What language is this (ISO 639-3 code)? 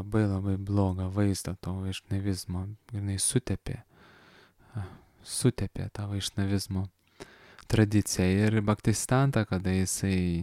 lit